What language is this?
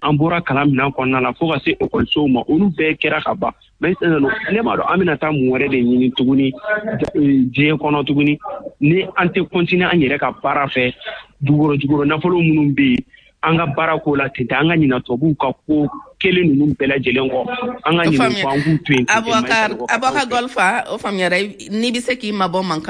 Bambara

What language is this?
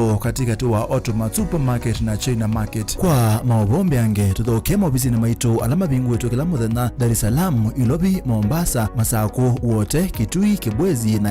Kamba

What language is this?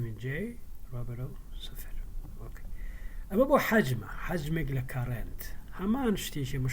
Central Kurdish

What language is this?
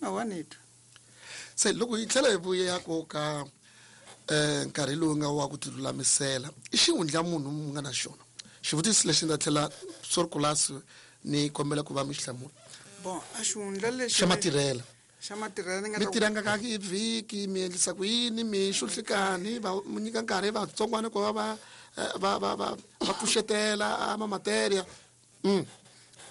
Tsonga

